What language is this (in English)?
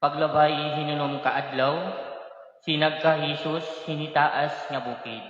Waray